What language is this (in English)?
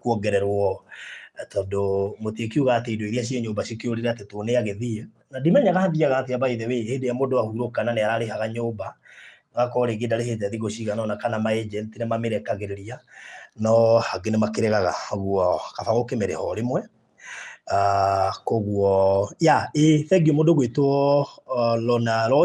Kikuyu